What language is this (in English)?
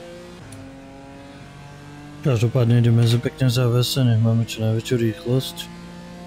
Slovak